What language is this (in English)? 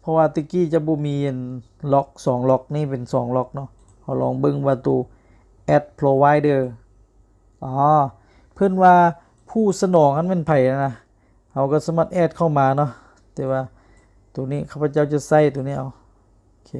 Lao